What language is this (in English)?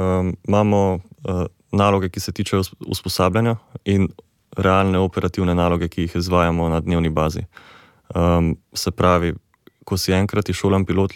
Slovenian